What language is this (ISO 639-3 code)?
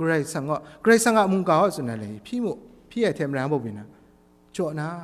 kac